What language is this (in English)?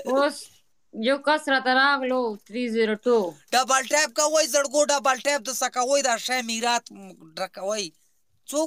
Pashto